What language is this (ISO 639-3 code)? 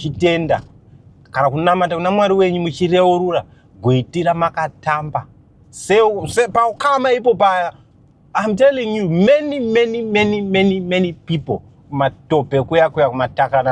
sna